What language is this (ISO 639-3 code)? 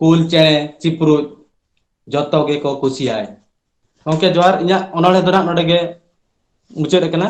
sat